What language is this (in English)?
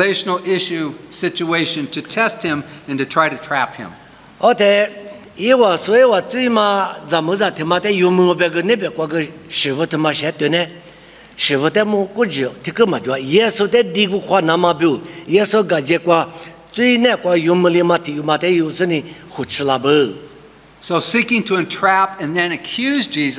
Lisu